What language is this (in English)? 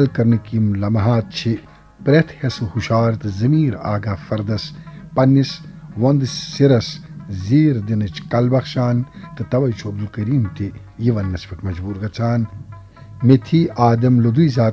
Kashmiri